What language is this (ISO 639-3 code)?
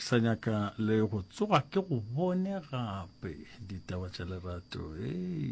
nso